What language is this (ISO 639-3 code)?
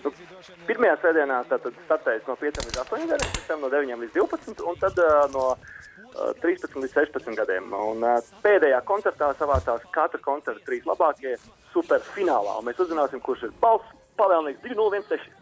lav